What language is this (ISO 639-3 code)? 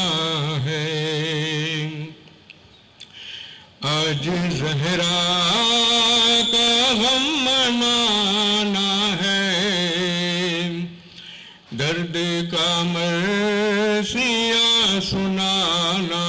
urd